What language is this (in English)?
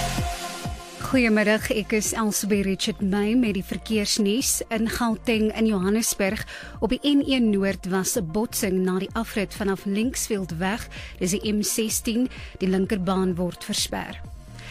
Afrikaans